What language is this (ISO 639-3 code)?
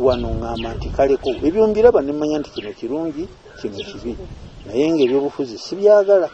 lug